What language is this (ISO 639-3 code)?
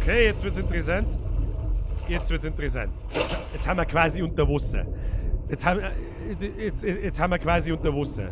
bar